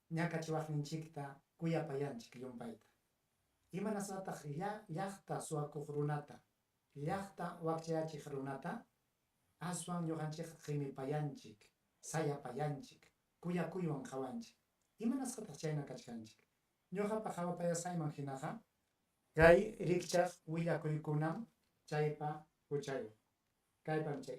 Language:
Ayacucho Quechua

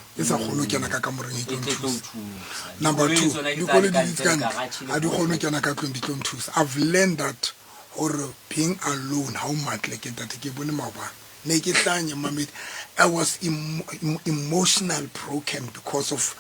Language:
Southern Sotho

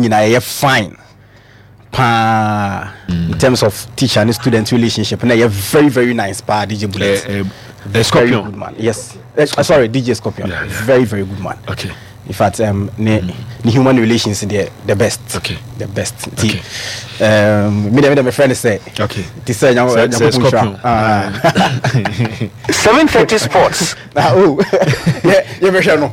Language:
Akan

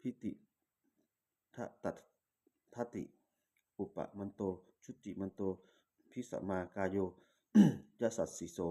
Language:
Pali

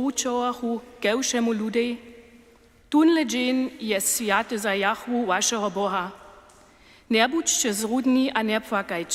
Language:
Upper Sorbian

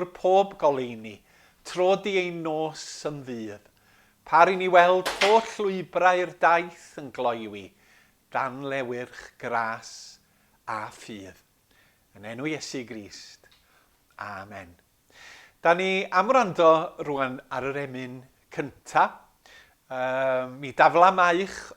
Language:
Welsh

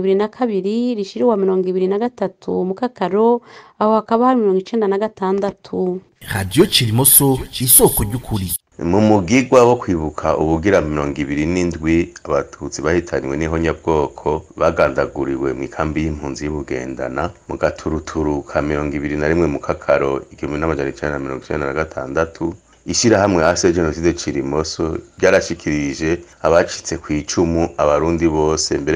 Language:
Rundi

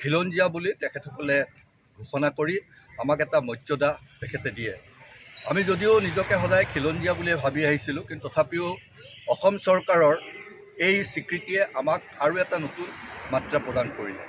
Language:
Assamese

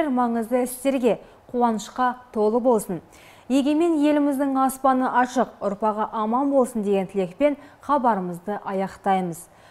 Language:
Kazakh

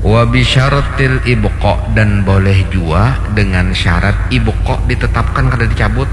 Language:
Banjar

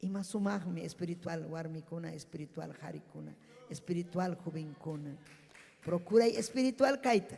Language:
Ayacucho Quechua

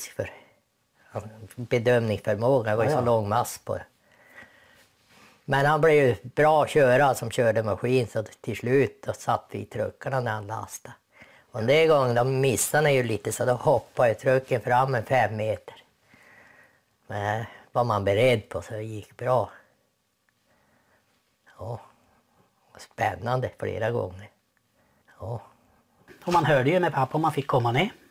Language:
Swedish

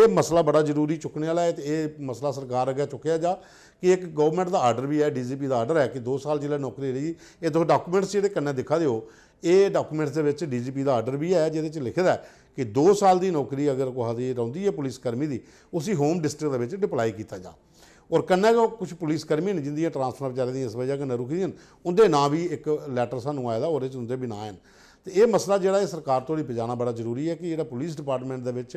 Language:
Dogri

